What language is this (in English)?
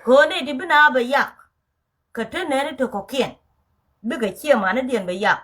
Nuer